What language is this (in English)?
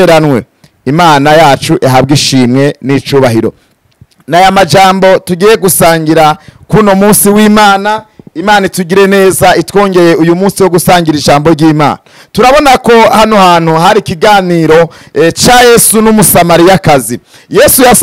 Rundi